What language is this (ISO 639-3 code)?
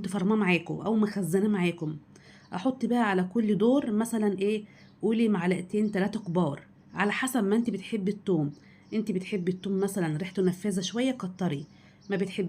arz